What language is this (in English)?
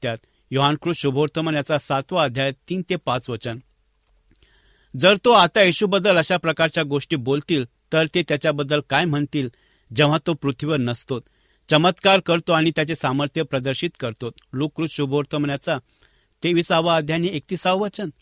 Marathi